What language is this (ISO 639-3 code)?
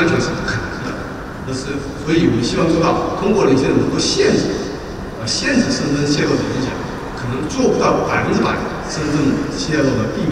zho